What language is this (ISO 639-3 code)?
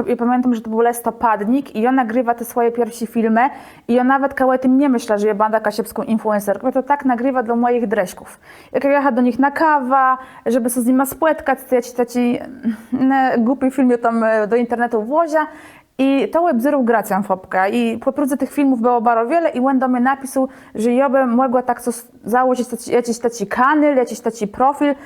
csb